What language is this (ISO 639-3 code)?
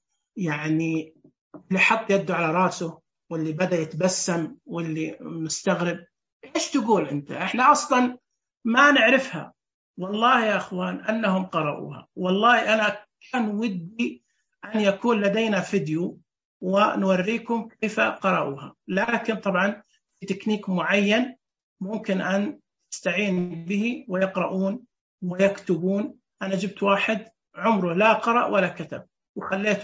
ars